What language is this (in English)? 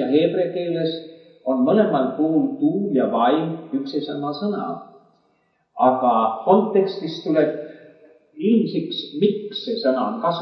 Estonian